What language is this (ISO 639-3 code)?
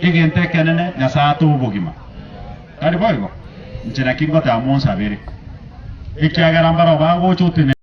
guz